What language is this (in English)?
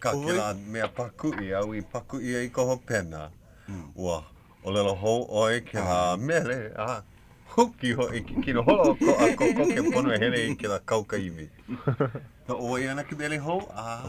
Hawaiian